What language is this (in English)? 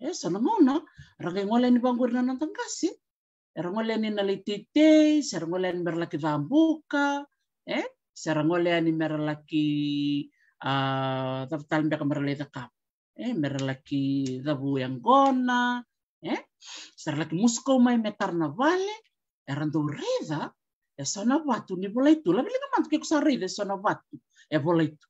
Fijian